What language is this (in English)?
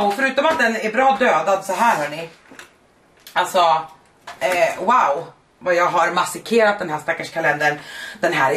Swedish